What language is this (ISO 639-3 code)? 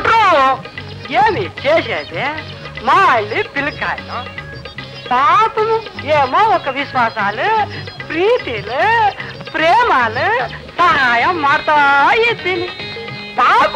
kan